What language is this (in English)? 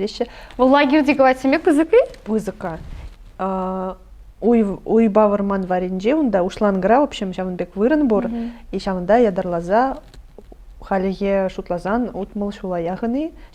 Chuvash